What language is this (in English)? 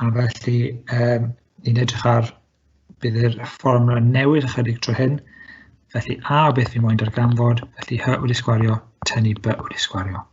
Welsh